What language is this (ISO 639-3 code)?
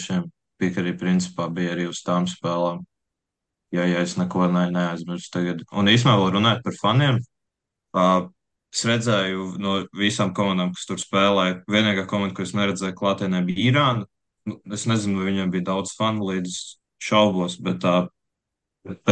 lav